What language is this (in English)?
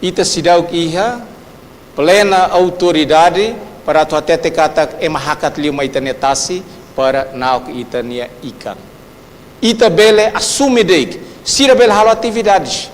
Tetum